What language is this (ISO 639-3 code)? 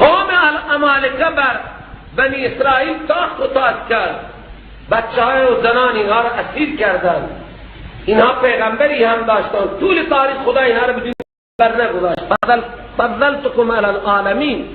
fas